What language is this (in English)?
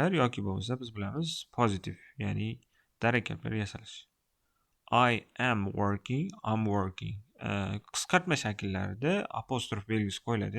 Uzbek